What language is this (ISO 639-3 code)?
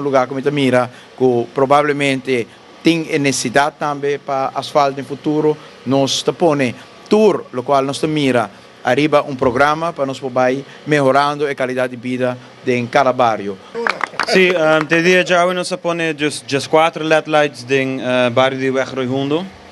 pap